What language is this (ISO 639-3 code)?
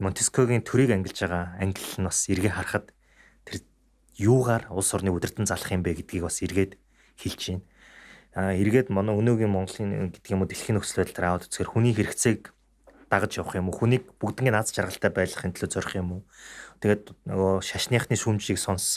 mon